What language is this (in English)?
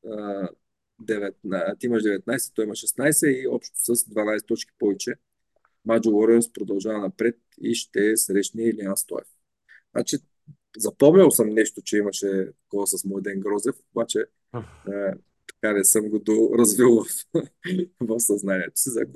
Bulgarian